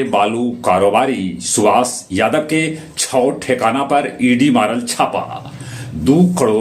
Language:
Magahi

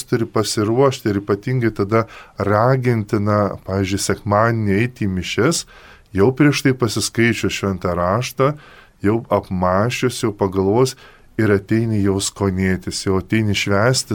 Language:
Lithuanian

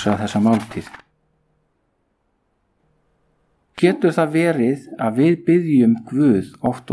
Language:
Icelandic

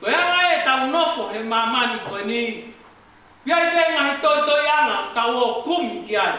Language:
Tongan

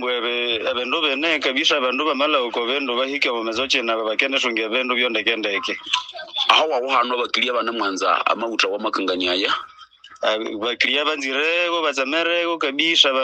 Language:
Nande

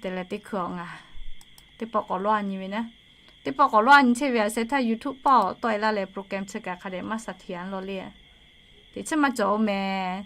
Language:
Lahu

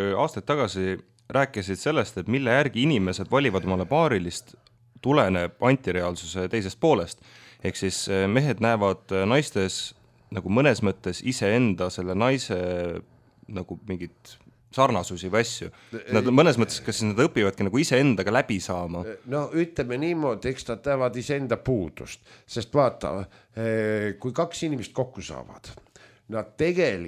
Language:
Estonian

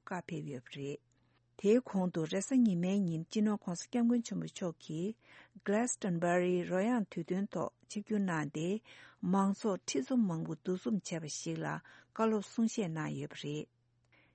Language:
Tibetan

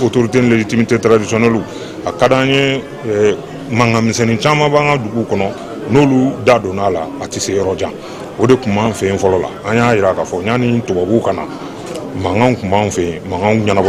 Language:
Bambara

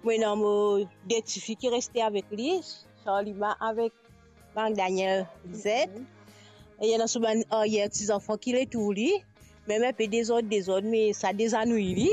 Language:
Morisyen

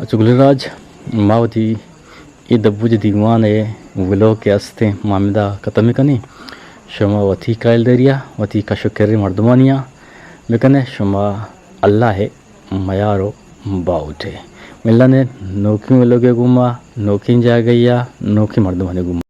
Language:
Eastern Balochi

